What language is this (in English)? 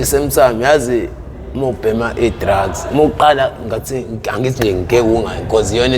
Zulu